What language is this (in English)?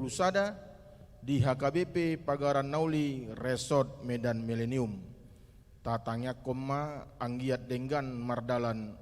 Batak Toba